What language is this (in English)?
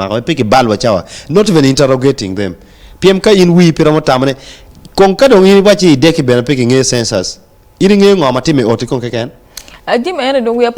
Acoli